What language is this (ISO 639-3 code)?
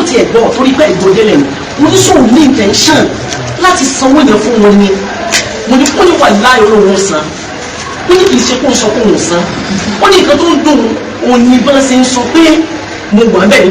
yor